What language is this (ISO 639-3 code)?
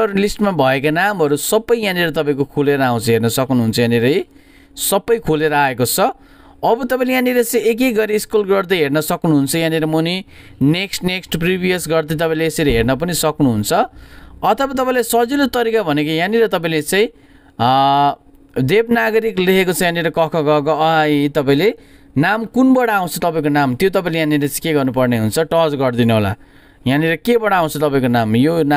nep